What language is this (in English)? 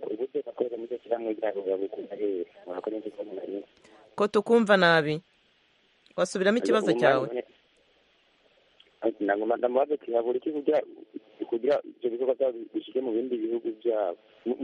Kinyarwanda